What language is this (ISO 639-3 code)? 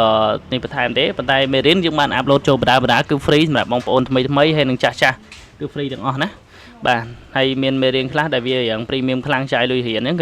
khm